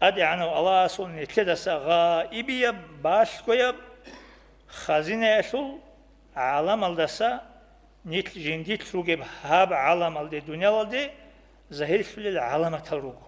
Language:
Avaric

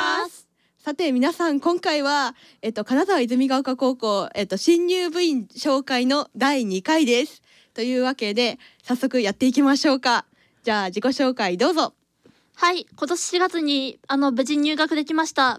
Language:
Japanese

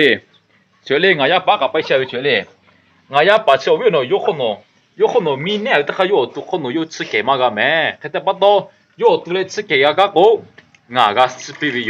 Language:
Lahu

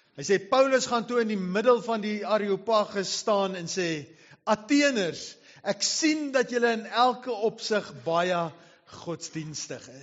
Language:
Afrikaans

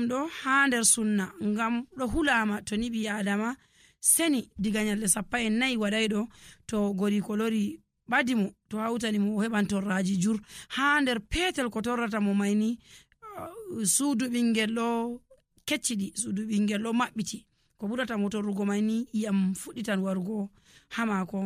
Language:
Nigerian Fulfulde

